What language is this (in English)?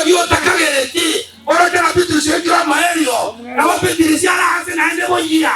Gusii